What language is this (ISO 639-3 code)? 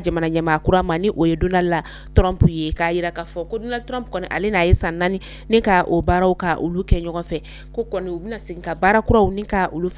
bam